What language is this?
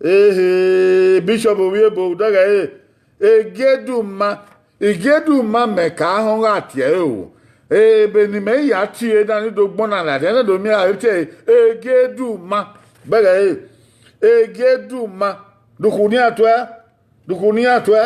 Bini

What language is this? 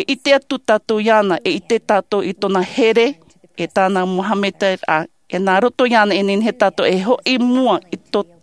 Tahitian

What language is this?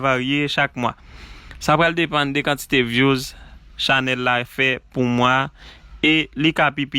Haitian Creole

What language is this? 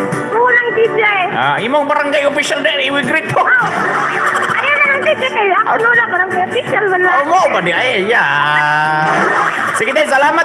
Cebuano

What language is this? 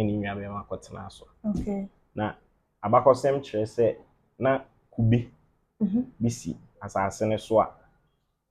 Akan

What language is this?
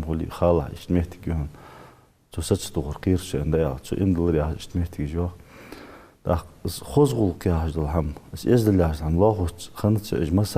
Ingush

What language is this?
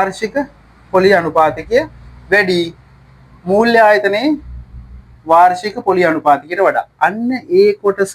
Sinhala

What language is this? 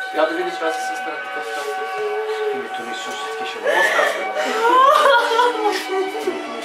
Bulgarian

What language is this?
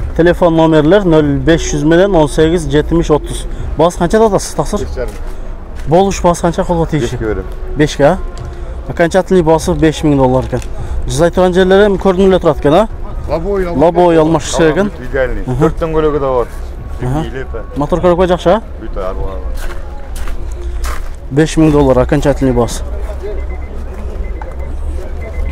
Kyrgyz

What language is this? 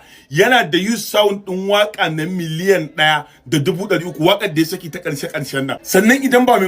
Hausa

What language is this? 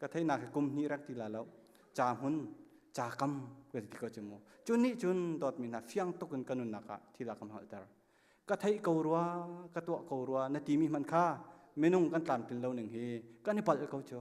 Hakha Chin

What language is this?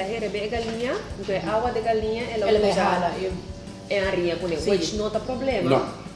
Papiamento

